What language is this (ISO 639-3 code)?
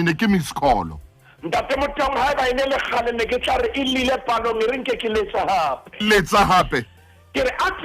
sot